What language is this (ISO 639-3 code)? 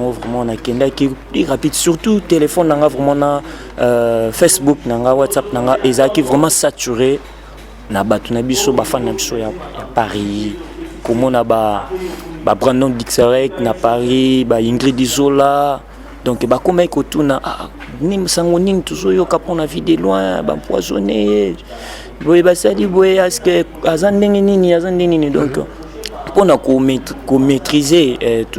lin